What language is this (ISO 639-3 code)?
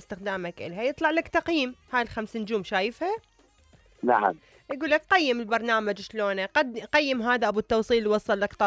acm